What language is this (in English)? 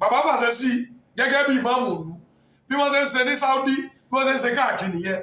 Yoruba